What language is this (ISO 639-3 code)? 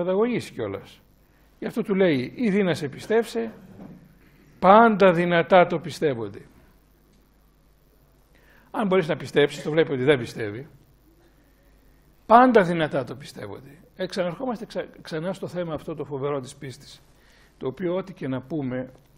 ell